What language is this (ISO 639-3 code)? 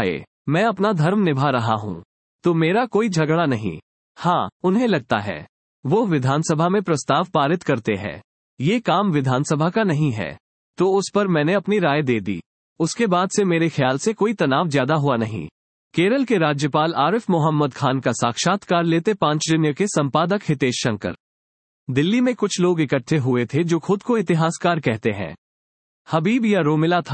hin